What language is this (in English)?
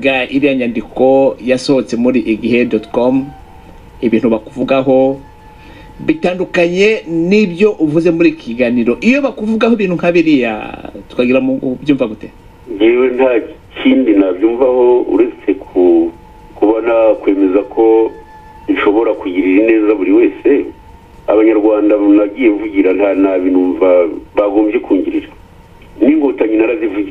Kinyarwanda